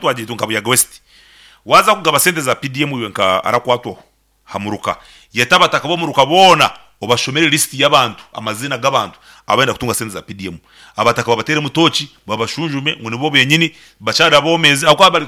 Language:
Nyankole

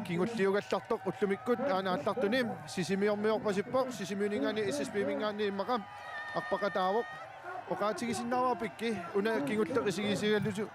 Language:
Kalaallisut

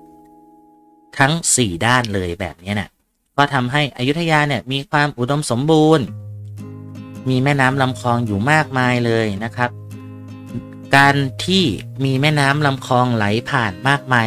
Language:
Thai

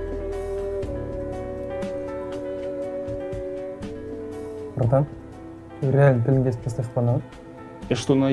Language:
Russian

